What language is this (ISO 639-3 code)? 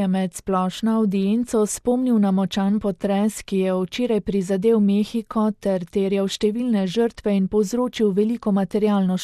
slv